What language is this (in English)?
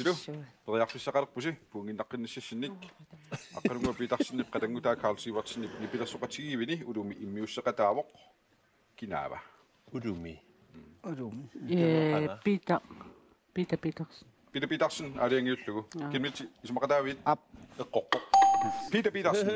Kalaallisut